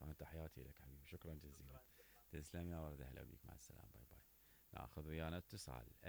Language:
Mesopotamian Arabic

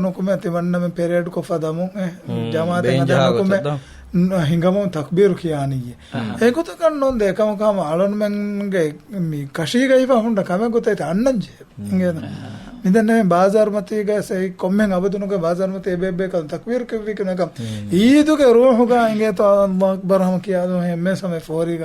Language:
Divehi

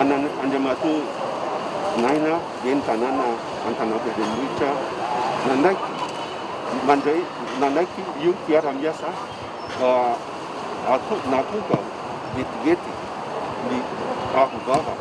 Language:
Malagasy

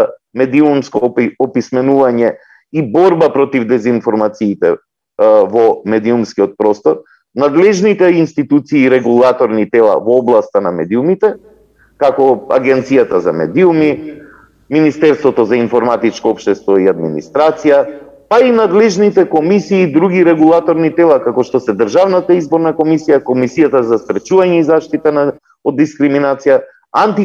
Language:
Macedonian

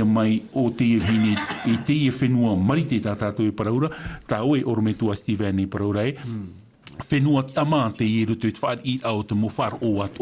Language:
Tahitian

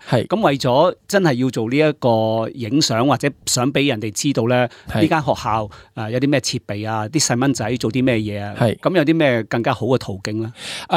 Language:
Cantonese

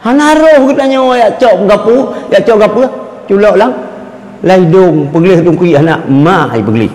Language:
Achinese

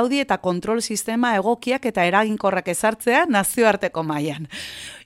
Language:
Basque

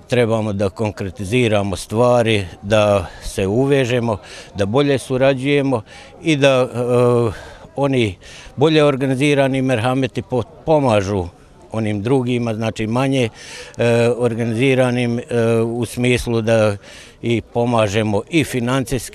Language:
Bosnian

